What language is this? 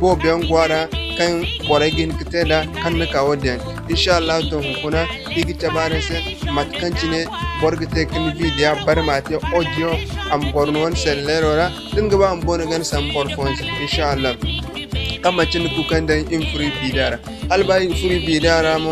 Zarma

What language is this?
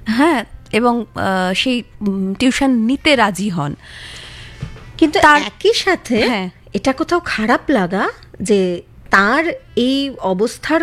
Bangla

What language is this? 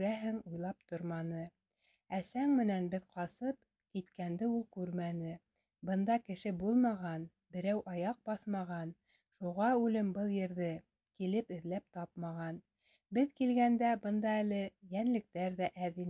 Bashkir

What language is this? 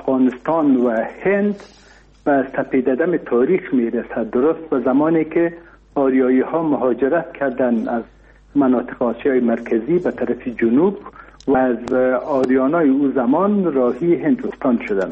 Persian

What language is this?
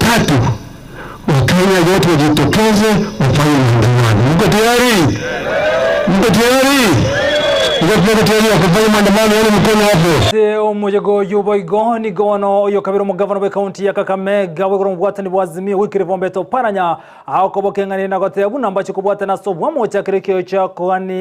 Gusii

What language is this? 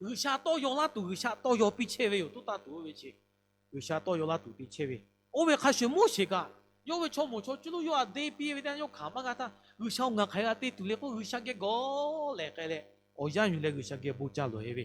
Lahu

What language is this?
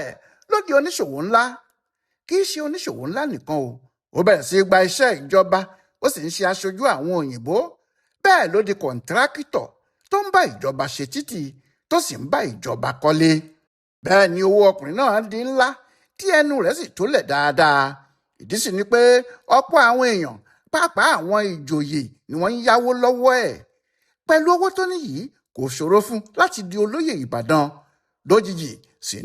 Yoruba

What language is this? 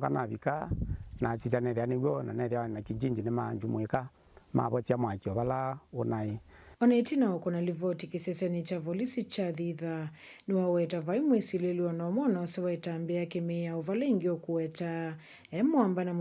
Kamba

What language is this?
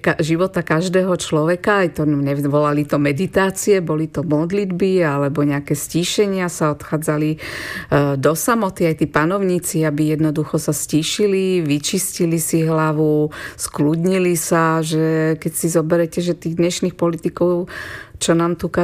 Slovak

